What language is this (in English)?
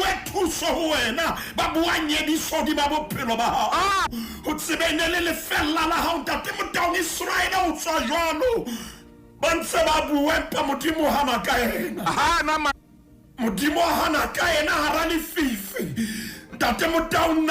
Southern Sotho